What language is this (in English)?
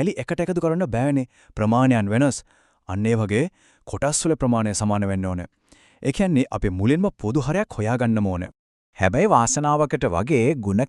Sinhala